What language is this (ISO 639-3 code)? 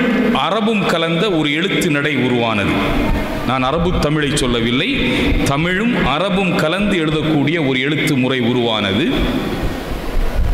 tam